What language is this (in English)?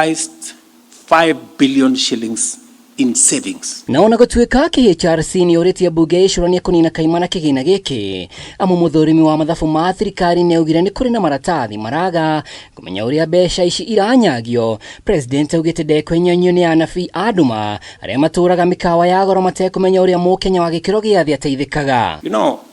Kikuyu